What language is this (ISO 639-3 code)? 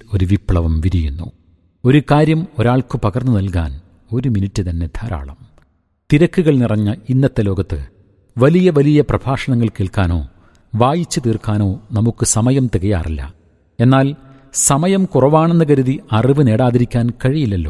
mal